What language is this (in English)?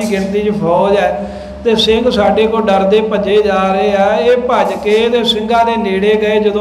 Punjabi